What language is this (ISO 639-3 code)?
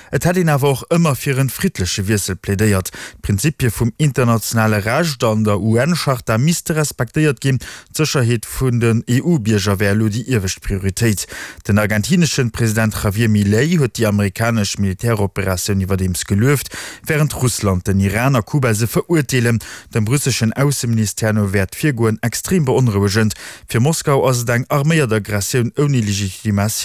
ltz